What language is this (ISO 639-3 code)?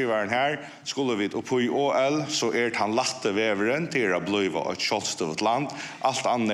fao